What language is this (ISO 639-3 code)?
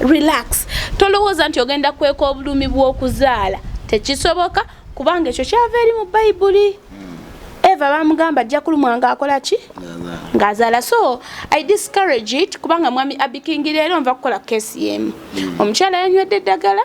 lug